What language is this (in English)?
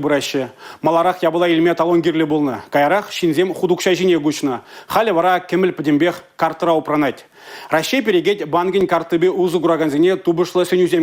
Chuvash